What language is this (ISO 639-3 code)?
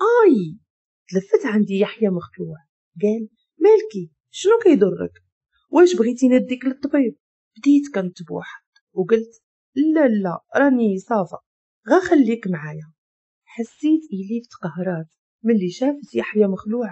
ary